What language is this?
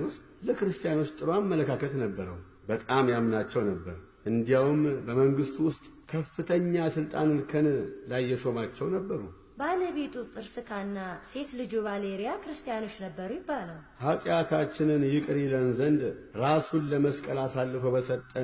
Amharic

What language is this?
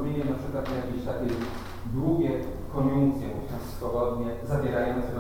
Polish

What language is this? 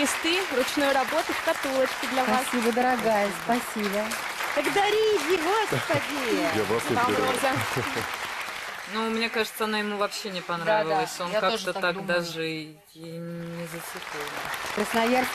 Russian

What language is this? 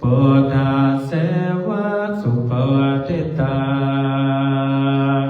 Pali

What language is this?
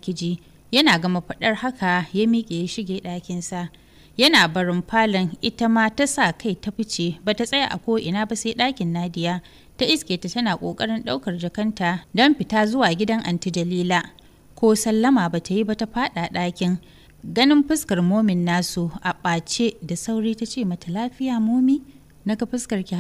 Hausa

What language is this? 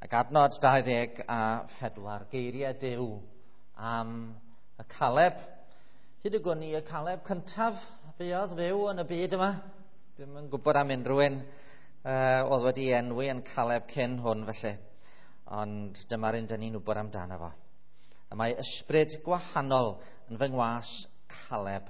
Welsh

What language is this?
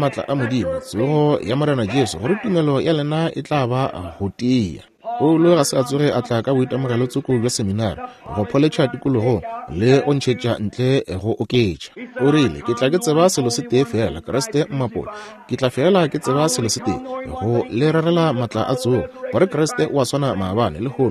Northern Sotho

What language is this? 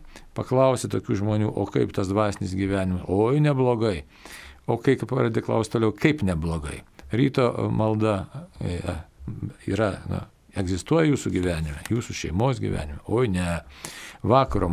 Lithuanian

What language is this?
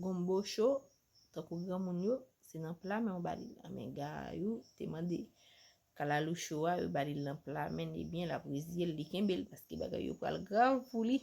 Haitian Creole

